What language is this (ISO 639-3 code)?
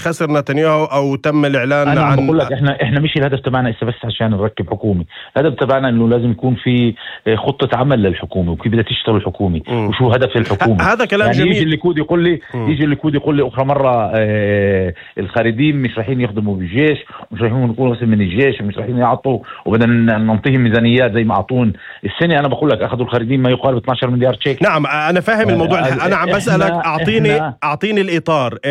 apc